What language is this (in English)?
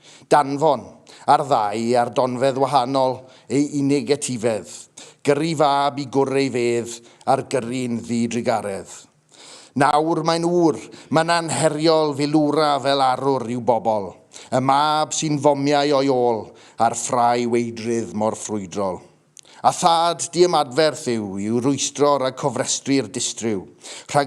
Welsh